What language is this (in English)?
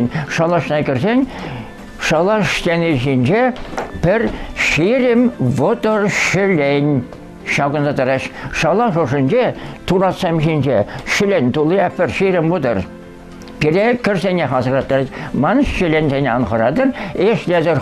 Chuvash